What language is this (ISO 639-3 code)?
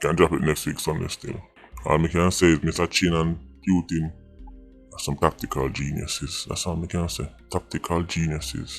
jam